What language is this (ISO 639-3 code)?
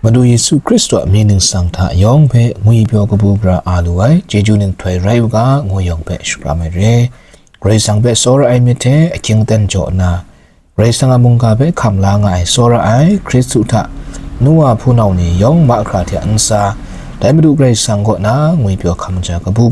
kac